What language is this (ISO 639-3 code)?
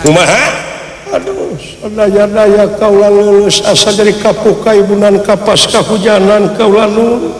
sun